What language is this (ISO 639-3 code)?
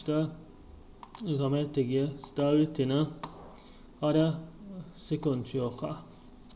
che